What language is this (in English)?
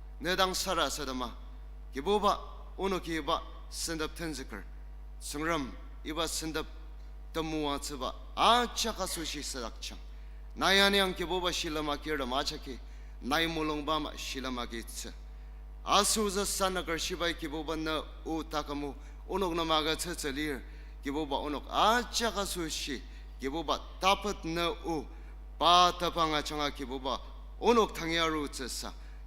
Ao Naga